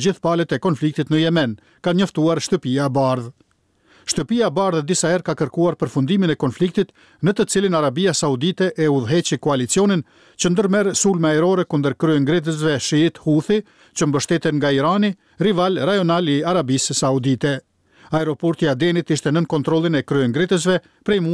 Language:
Albanian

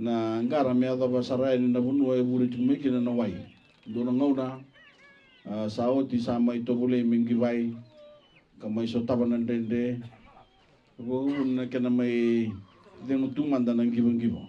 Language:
Fijian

